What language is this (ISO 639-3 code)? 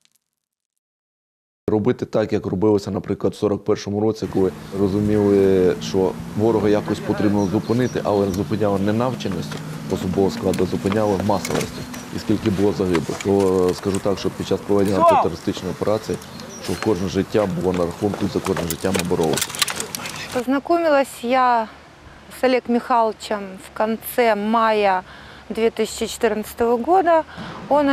ukr